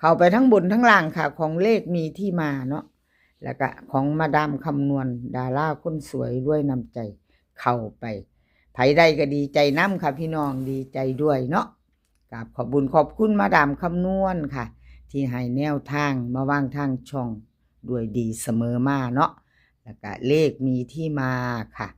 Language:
Lao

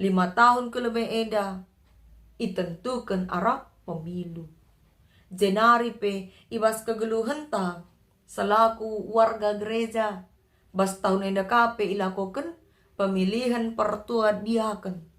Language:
Batak Karo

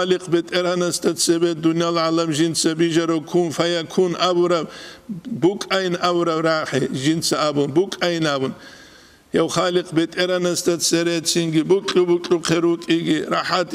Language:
Avaric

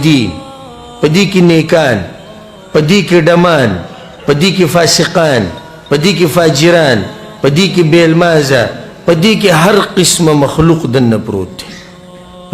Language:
Pashto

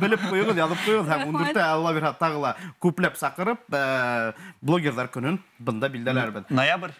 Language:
Bashkir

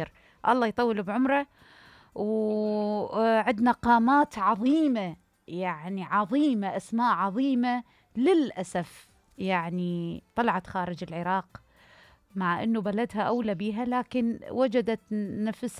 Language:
Mesopotamian Arabic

